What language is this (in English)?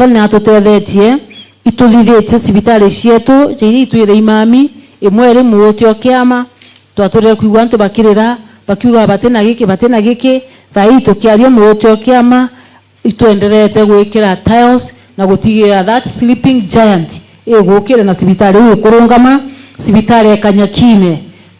Meru